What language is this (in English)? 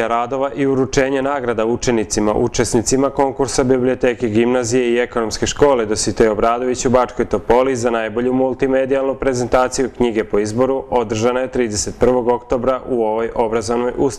Serbian